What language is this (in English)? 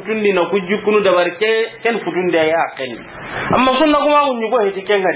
Soninke